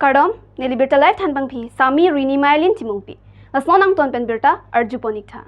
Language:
Karbi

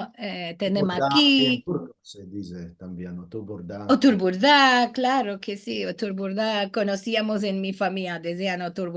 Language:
Ladino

